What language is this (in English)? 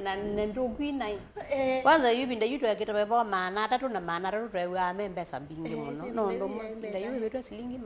Kamba